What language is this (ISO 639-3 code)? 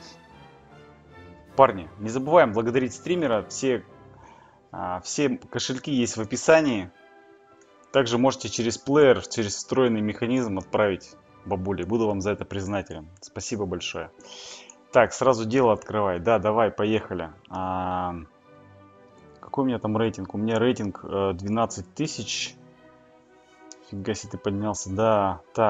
rus